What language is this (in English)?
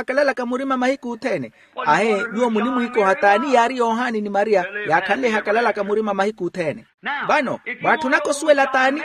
Makhuwa